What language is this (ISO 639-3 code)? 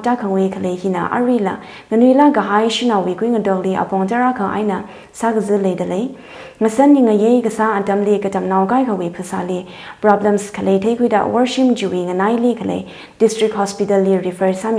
nmf